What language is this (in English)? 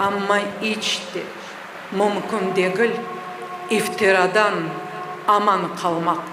Crimean Tatar